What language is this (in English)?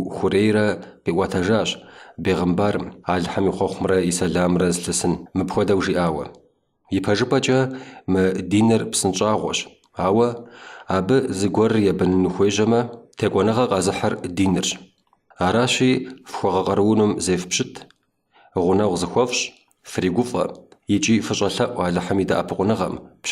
Kabardian